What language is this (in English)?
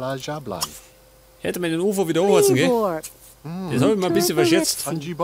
Bavarian